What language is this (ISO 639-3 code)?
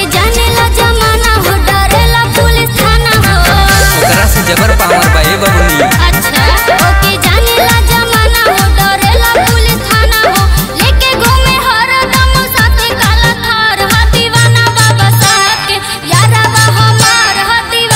bho